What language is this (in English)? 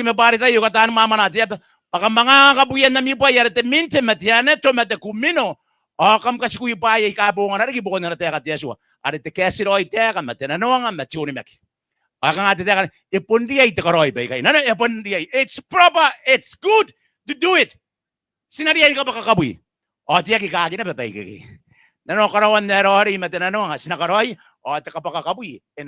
Gilbertese